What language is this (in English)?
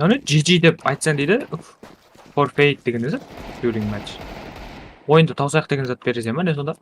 Kara-Kalpak